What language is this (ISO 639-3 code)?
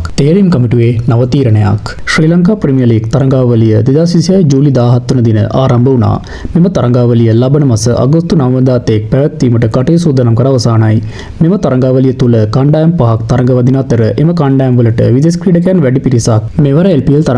sin